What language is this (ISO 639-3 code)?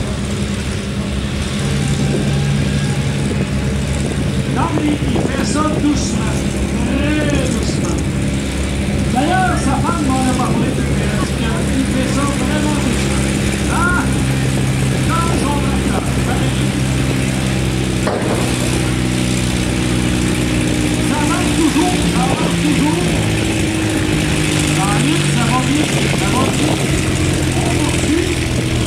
fra